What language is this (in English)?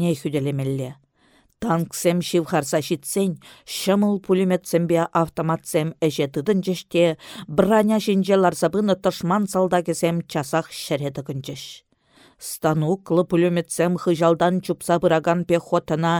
Chuvash